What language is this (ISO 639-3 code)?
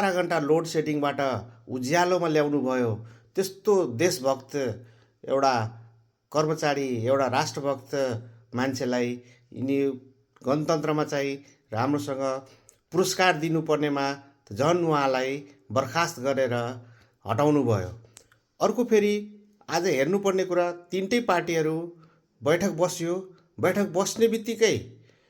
nep